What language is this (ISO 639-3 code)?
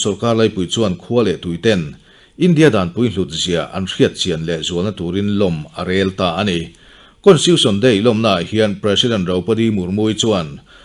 lus